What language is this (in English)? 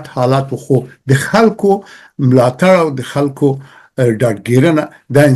Pashto